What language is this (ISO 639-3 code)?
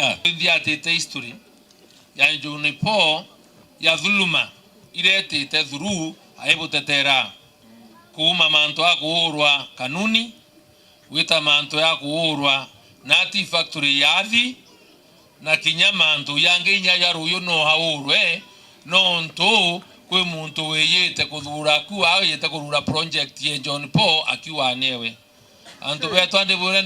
mer